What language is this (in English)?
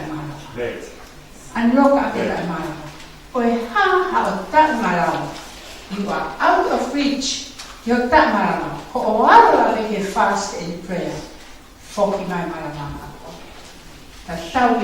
Tongan